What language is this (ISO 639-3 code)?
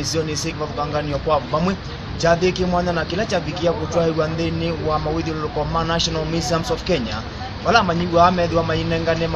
kam